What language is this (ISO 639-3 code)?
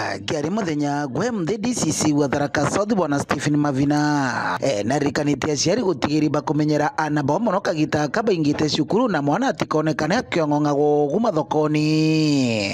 mer